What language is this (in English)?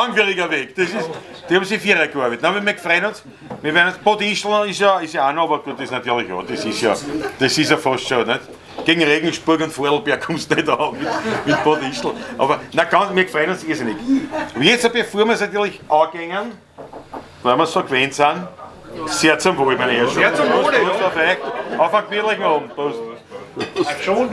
Bavarian